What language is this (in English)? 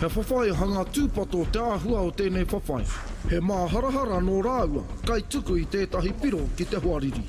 Māori